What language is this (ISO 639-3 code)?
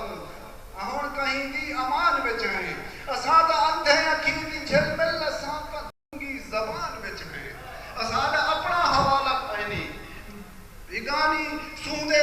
skr